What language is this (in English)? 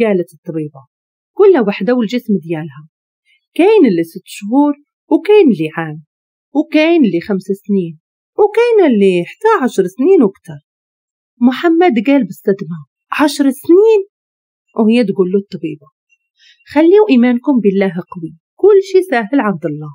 Moroccan Arabic